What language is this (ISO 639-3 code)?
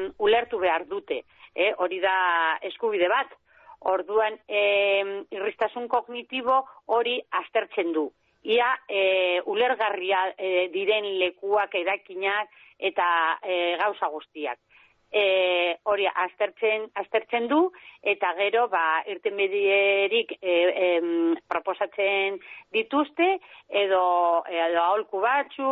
eus